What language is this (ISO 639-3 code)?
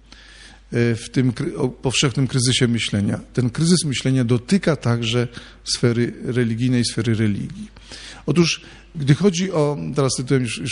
pol